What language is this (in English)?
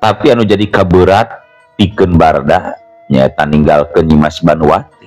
Sundanese